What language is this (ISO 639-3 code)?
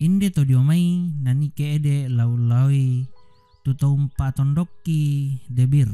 sda